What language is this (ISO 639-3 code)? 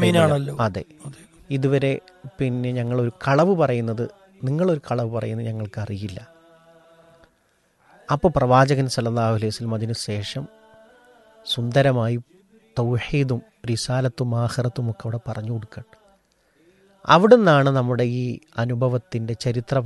mal